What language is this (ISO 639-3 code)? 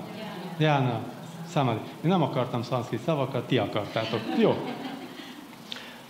hun